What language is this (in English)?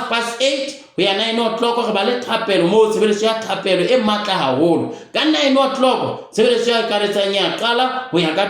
Southern Sotho